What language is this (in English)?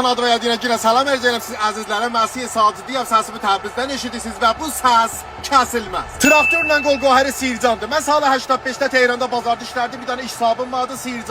South Azerbaijani